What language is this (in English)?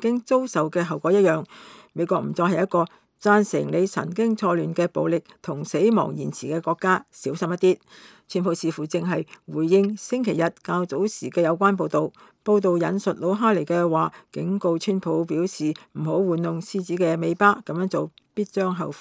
Cantonese